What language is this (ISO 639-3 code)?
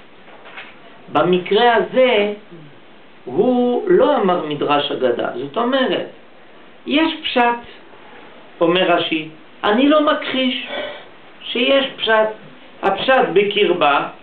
heb